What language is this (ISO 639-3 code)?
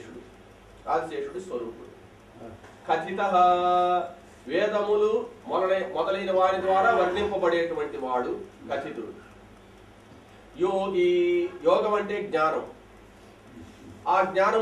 tel